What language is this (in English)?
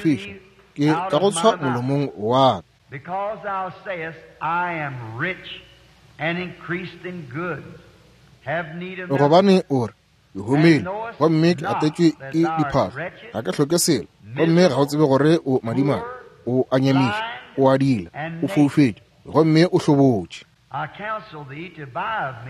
Northern Sotho